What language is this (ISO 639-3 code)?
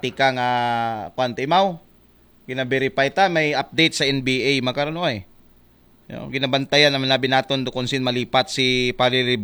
akl